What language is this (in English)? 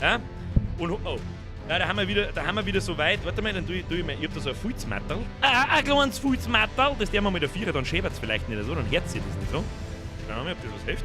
Bavarian